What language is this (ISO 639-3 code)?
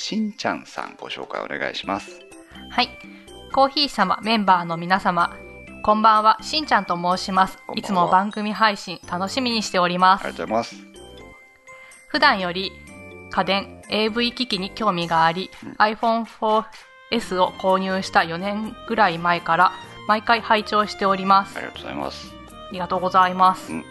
jpn